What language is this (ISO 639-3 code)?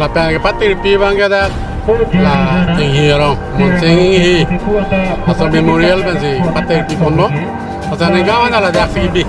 mjw